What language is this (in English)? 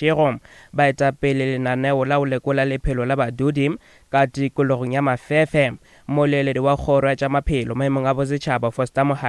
Northern Sotho